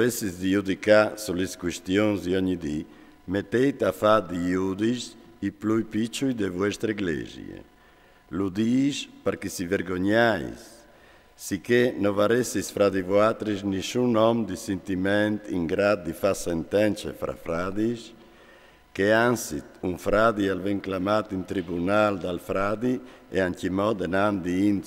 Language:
Friulian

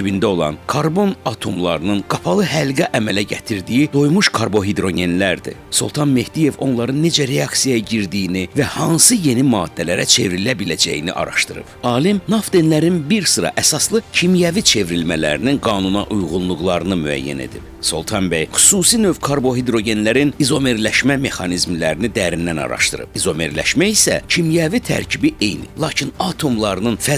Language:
Azerbaijani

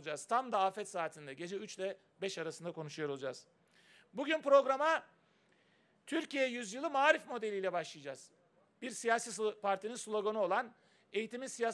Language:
Turkish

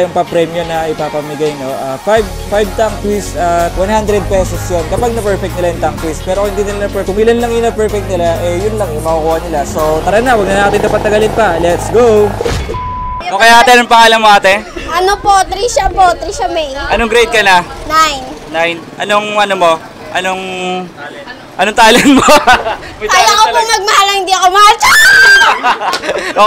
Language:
Filipino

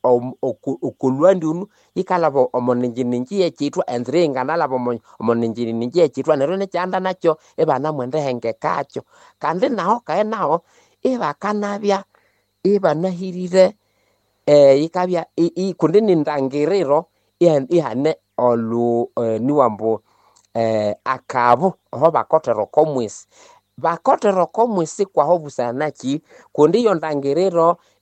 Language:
Nande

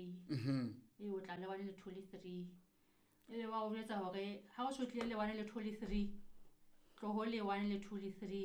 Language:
Southern Sotho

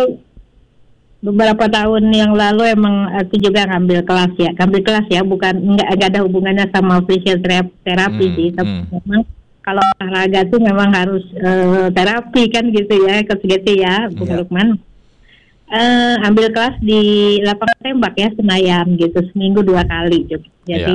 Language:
Indonesian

